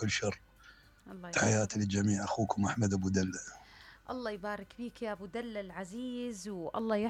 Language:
Mesopotamian Arabic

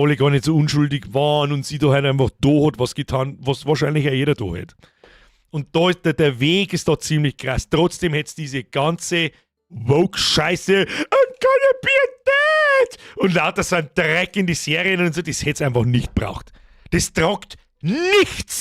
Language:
Bavarian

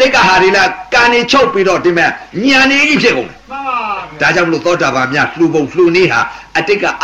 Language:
Burmese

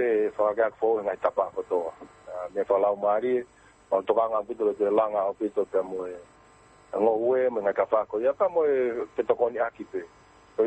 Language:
Tongan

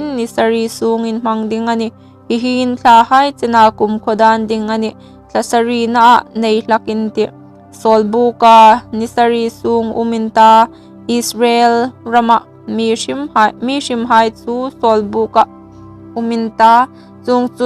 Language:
Hmar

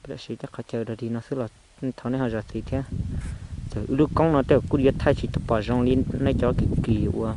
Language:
Hmong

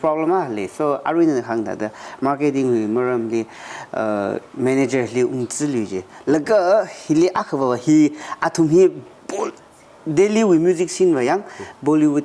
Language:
Tangkhul Naga (India)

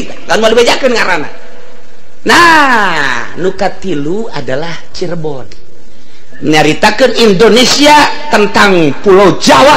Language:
Sundanese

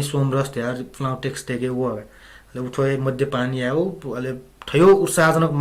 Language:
Newari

